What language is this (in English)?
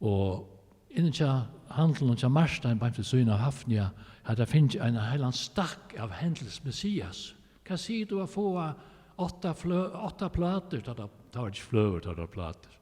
Faroese